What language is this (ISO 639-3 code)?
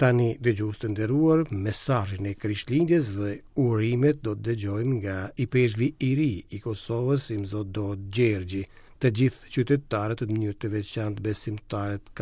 sqi